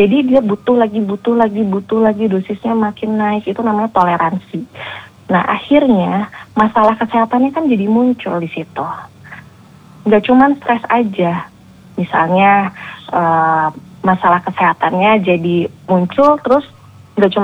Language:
Indonesian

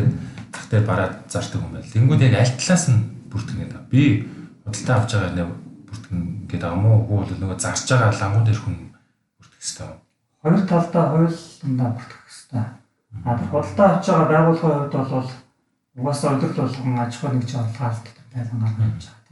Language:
Mongolian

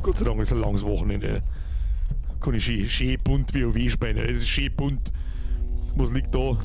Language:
Bavarian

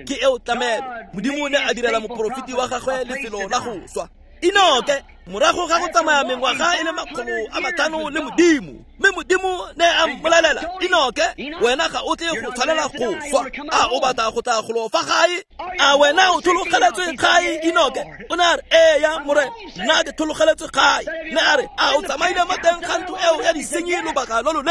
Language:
Tswana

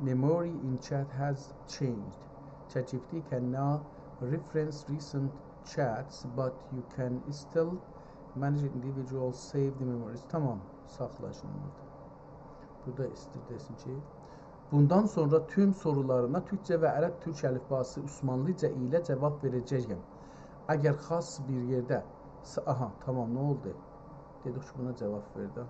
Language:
South Azerbaijani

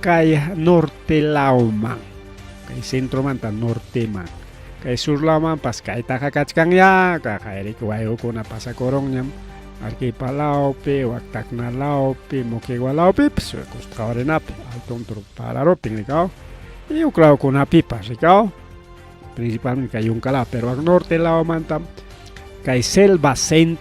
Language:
Ayacucho Quechua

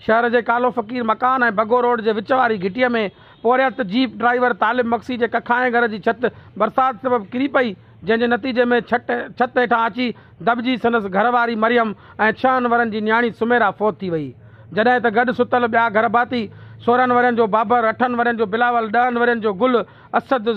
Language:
Sindhi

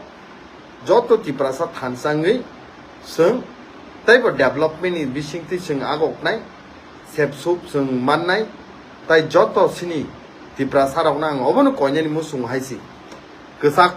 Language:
Kok Borok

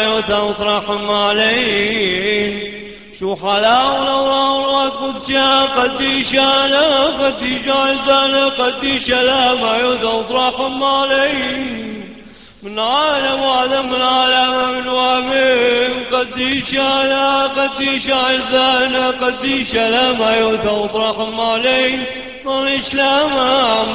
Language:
Classical Syriac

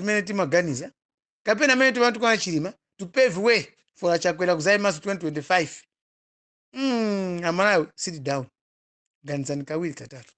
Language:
Nyanja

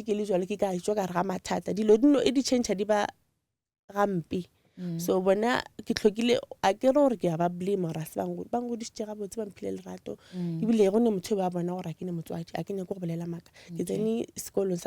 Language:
Northern Sotho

